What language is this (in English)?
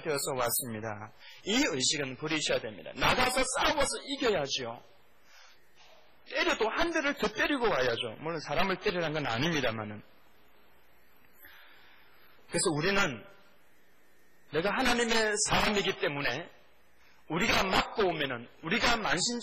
Korean